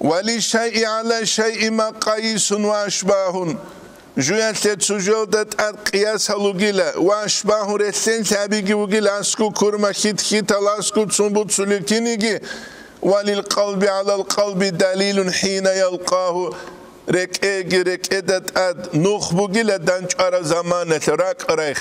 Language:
Avaric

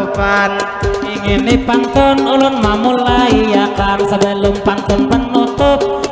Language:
Banjar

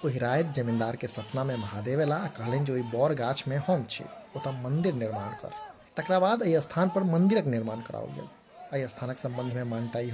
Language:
Maithili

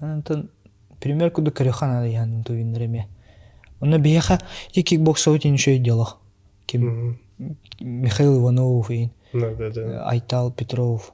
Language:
Yakut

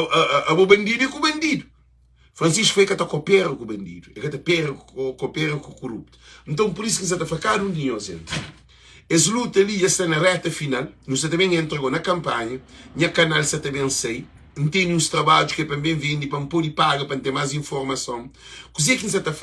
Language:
Kabuverdianu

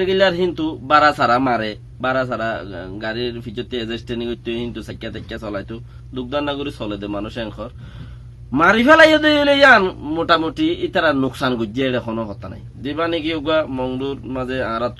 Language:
Rohingya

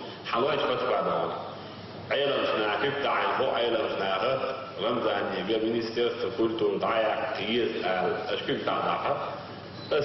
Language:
Chechen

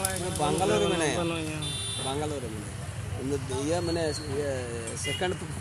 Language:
Santali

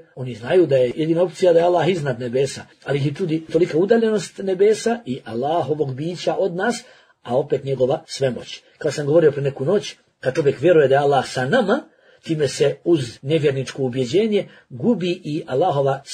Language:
Bosnian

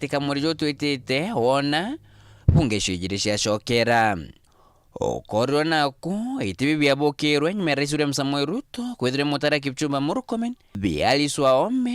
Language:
Meru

